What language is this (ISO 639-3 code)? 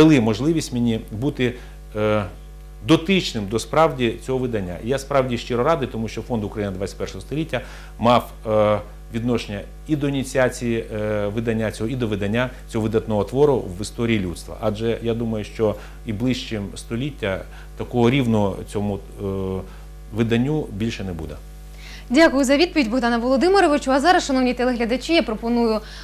ukr